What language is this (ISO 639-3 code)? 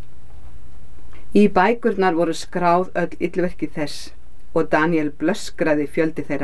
isl